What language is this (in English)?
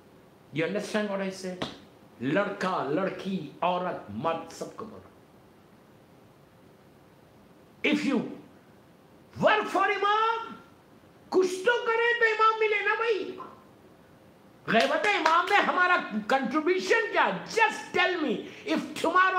Urdu